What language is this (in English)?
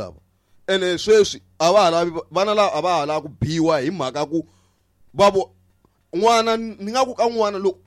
Tsonga